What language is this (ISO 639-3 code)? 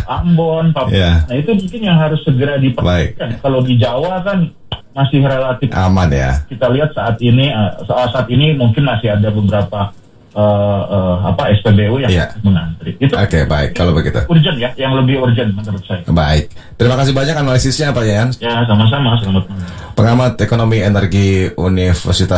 ind